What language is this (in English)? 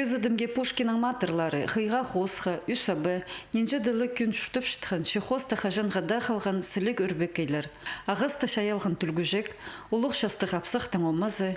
Khakas